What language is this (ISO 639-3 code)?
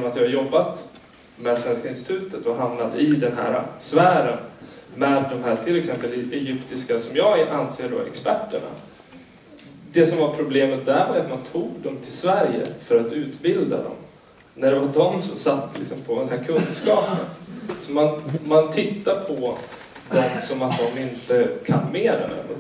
swe